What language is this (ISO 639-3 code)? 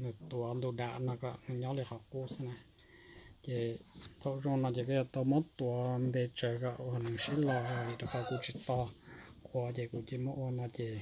hmn